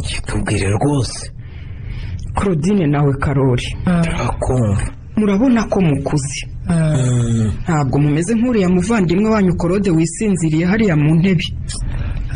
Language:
Kinyarwanda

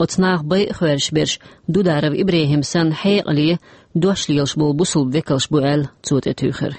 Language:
Chechen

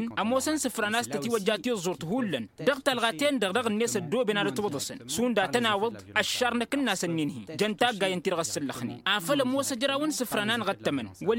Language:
Tamasheq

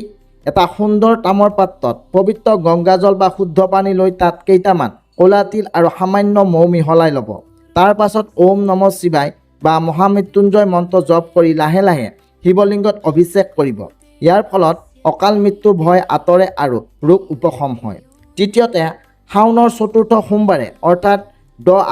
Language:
Assamese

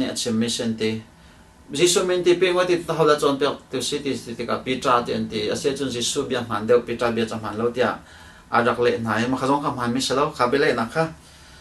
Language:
Hakha Chin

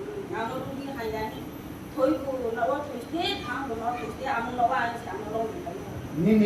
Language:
Kok Borok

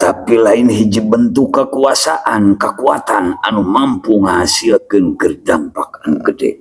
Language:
Sundanese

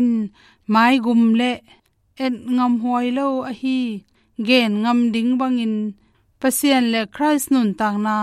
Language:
Tedim Chin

